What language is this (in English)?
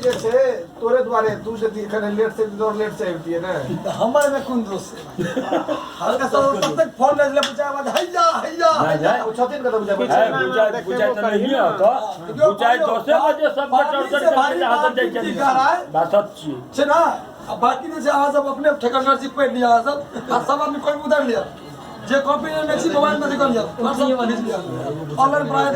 Maithili